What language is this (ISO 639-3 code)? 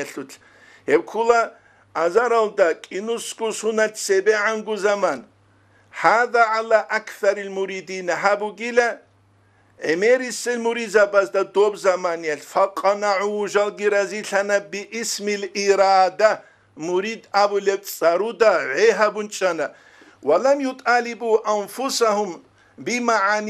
ava